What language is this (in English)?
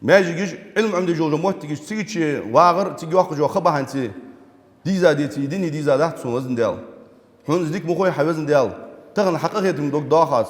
Ingush